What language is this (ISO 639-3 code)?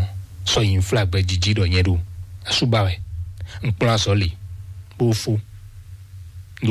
fon